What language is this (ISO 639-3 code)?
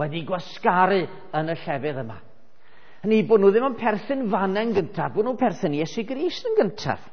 cym